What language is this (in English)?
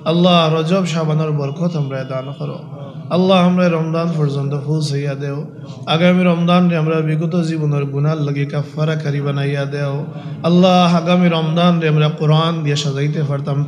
Sylheti